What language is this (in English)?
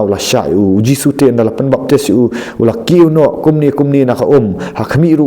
Khasi